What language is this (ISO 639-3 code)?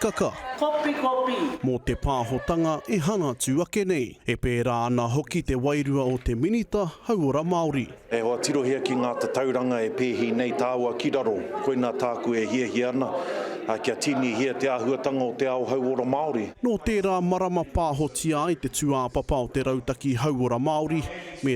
mri